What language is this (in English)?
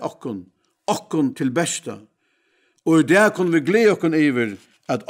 Faroese